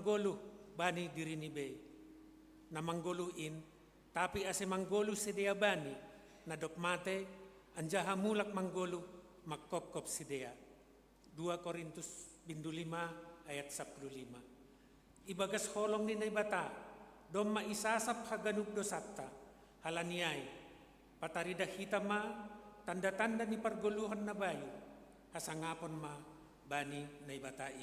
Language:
Batak Simalungun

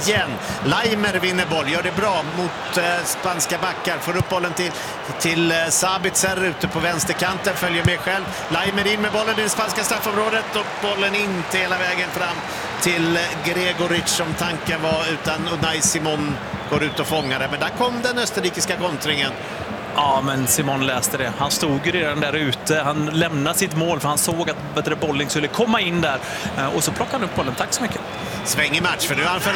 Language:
Swedish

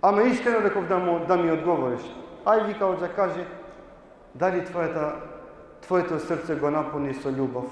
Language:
Balkan Romani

